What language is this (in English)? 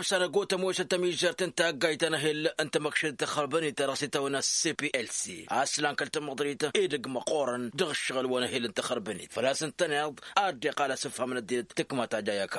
Tamasheq